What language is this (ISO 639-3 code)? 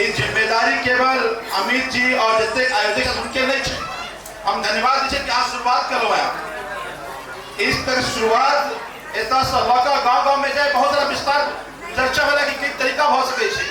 mai